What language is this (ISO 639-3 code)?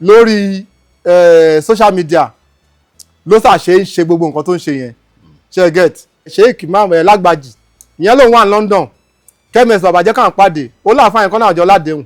yor